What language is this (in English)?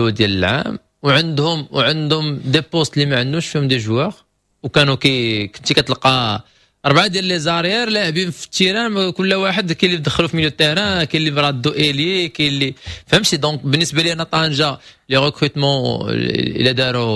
Moroccan Arabic